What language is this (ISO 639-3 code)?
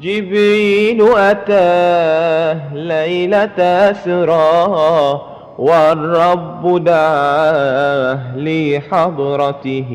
mad